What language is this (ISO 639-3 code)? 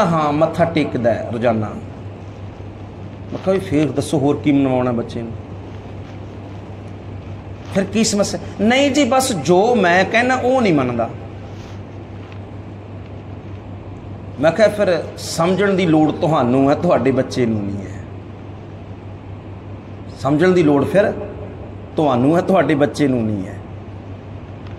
pan